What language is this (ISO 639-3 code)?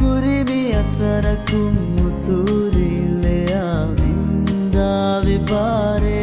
div